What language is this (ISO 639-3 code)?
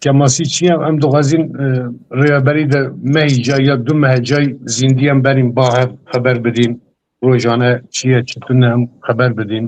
kur